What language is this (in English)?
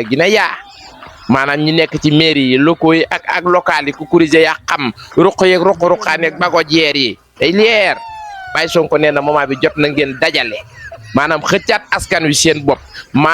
Wolof